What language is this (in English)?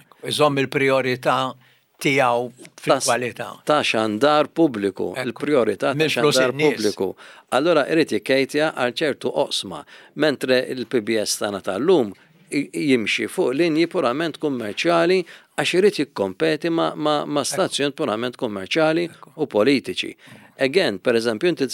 Maltese